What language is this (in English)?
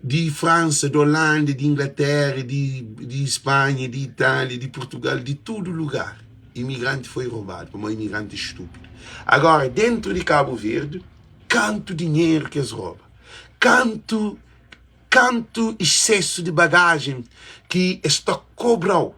Kabuverdianu